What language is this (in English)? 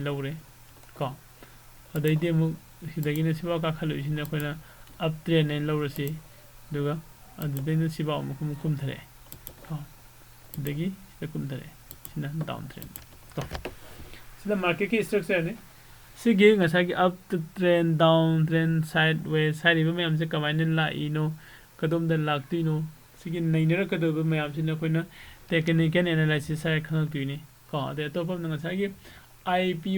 Manipuri